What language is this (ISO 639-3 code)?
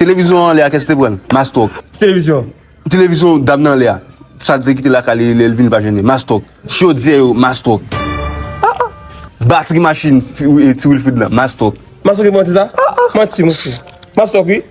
hat